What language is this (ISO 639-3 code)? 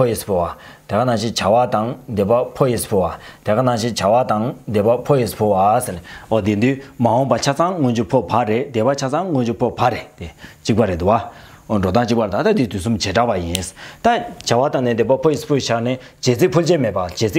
bod